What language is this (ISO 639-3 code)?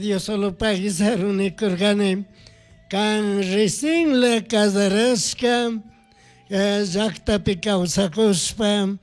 qug